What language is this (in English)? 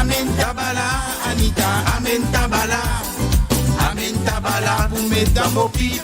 Morisyen